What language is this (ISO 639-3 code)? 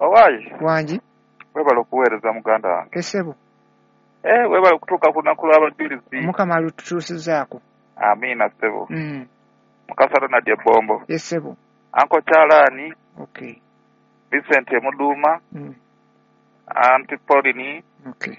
lug